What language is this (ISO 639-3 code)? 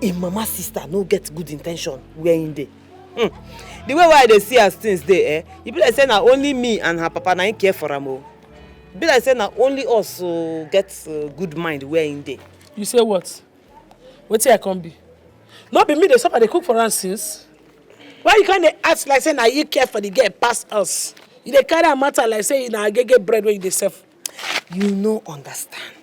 pcm